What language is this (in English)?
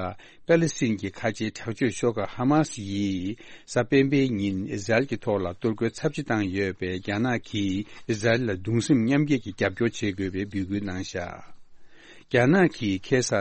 Tibetan